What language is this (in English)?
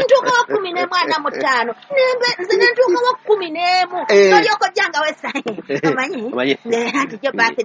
Ganda